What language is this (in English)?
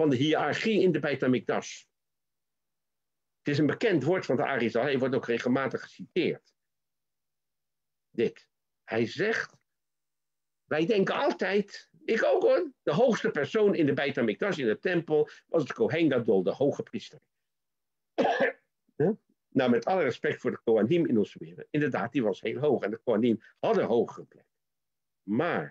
Dutch